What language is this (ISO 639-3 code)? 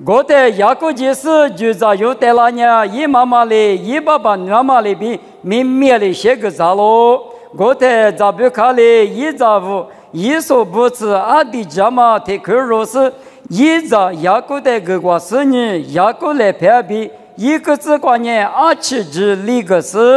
lis